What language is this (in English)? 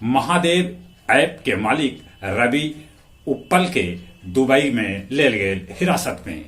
Magahi